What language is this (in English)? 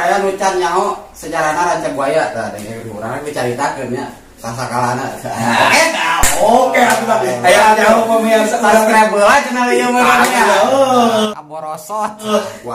Sundanese